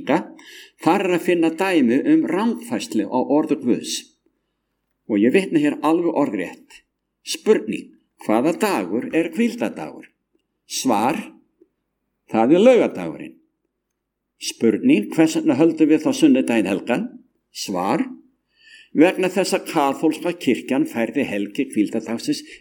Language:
Icelandic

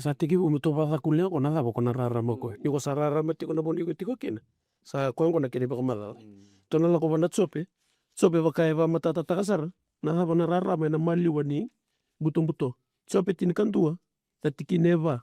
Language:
Fijian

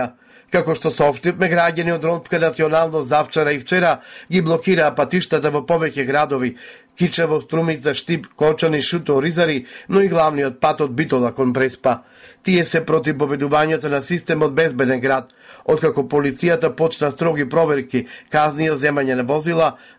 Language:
Macedonian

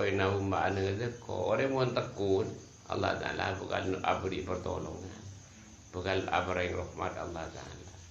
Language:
Madurese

